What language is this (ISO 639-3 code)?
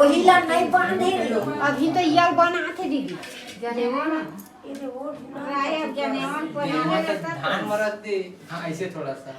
hne